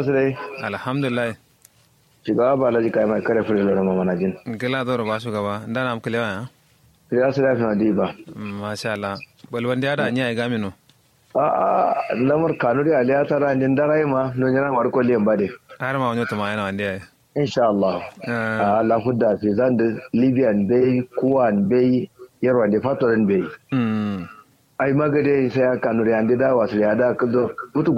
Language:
Kanuri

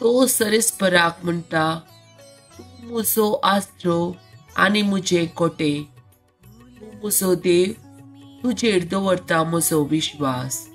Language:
Konkani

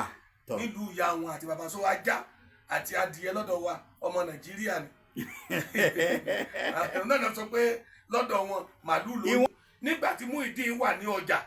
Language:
Yoruba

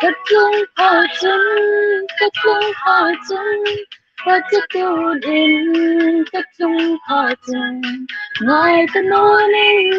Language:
Hmar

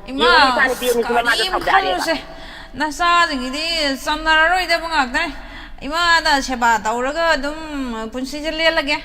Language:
Manipuri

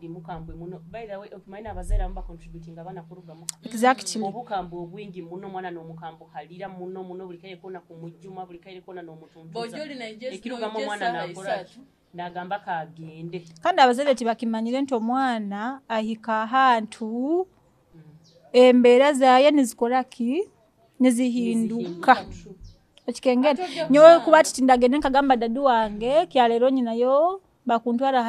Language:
Nyoro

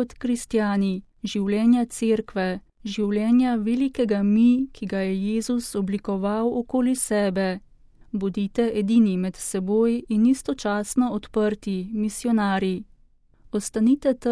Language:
Slovenian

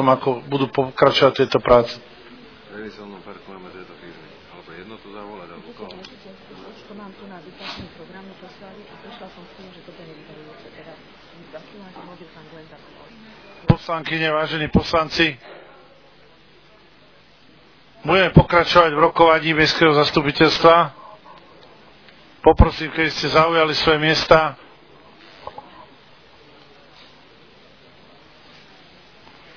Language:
Slovak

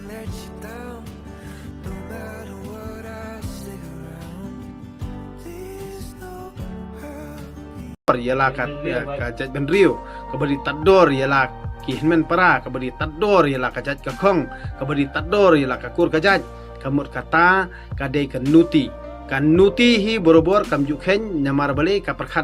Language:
Khasi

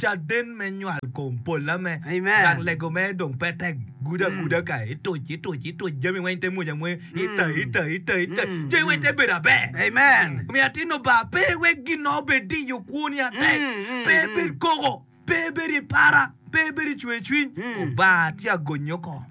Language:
Acoli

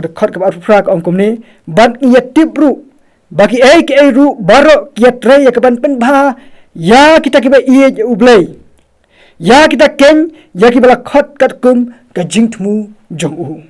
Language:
Khasi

